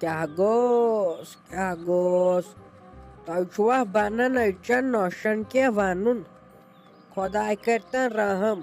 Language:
Kashmiri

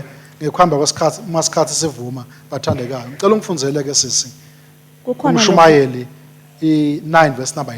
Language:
Swati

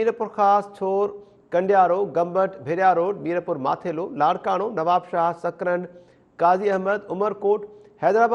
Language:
Sindhi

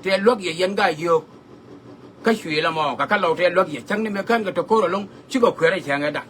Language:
Nuer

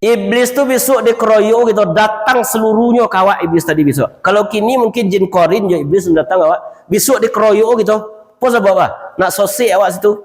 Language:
Minangkabau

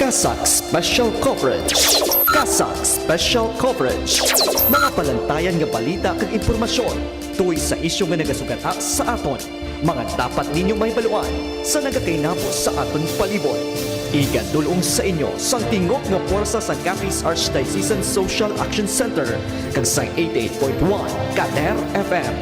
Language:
Hiligaynon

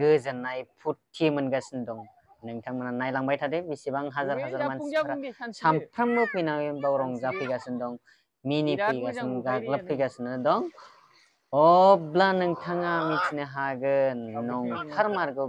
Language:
Bodo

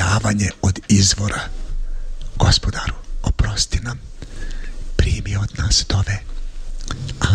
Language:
Bosnian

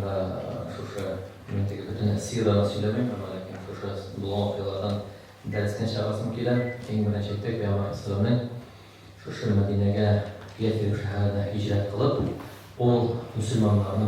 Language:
Tatar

